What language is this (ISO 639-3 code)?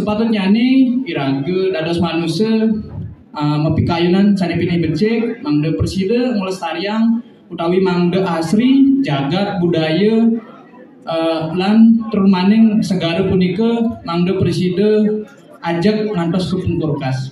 ban